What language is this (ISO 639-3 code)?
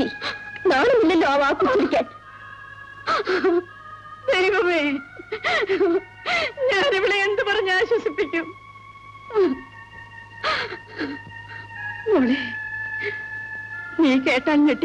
mal